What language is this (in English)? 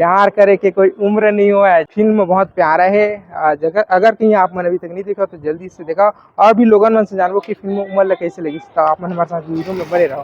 Chhattisgarhi